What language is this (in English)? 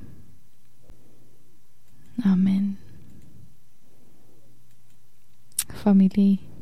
Afrikaans